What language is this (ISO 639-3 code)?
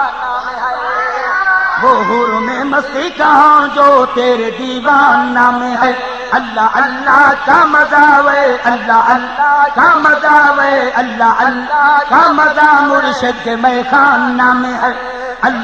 skr